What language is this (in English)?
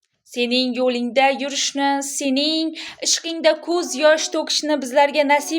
Uzbek